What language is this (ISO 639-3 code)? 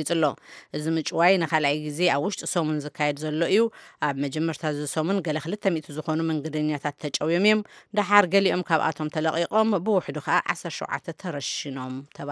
tir